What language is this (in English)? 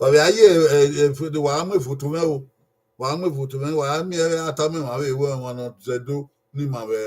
Bini